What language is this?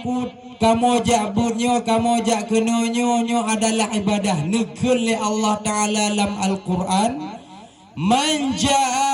Achinese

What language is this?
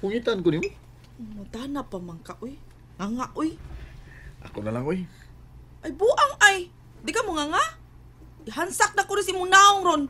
Cebuano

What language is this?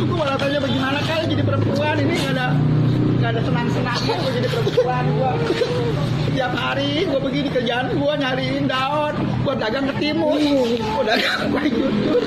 Betawi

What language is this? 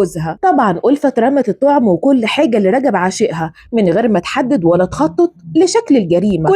Egyptian Arabic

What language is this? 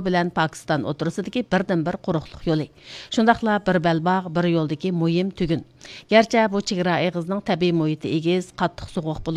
Uyghur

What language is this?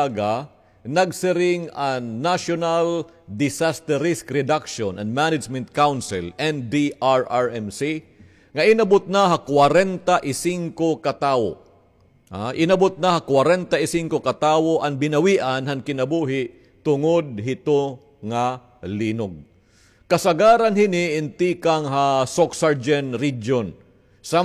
Waray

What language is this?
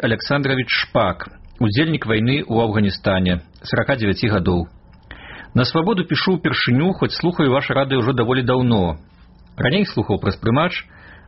Belarusian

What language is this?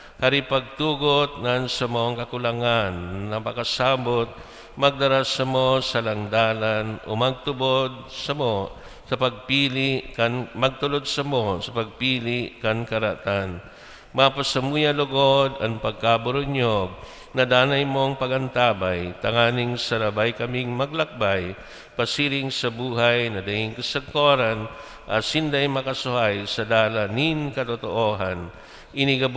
Bikol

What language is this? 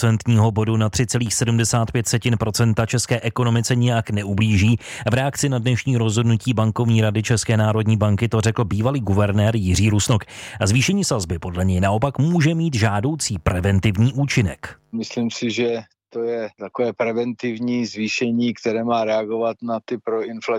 Czech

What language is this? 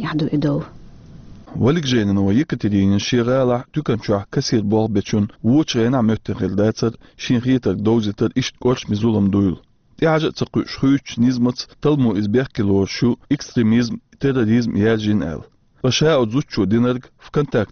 Chechen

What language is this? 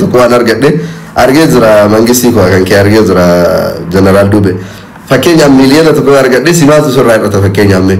Oromo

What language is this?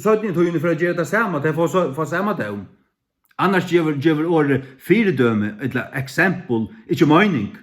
Faroese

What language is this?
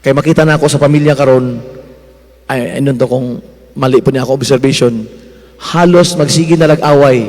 Cebuano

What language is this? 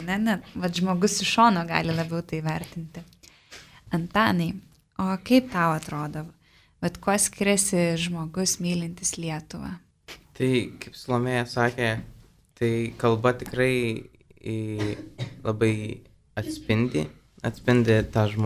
Lithuanian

